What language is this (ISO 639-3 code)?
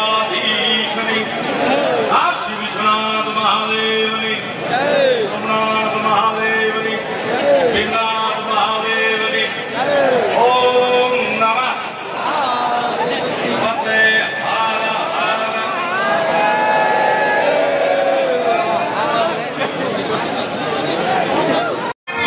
guj